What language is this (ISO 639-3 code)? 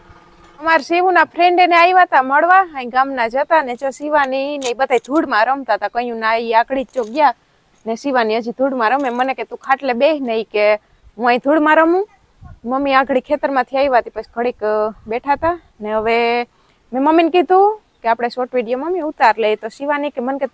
guj